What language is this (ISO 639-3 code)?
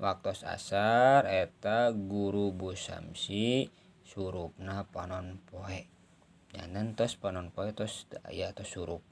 sun